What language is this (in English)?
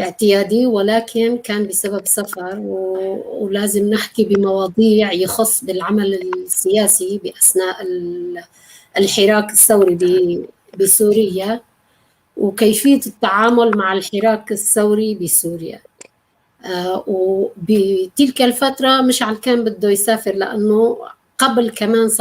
North Levantine Arabic